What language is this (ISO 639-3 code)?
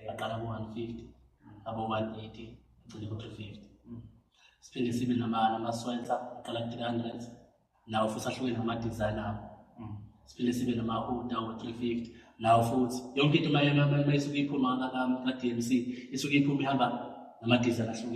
zul